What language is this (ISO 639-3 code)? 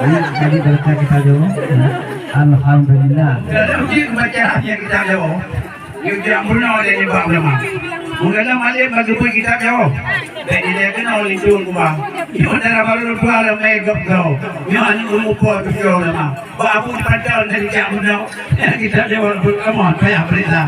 ace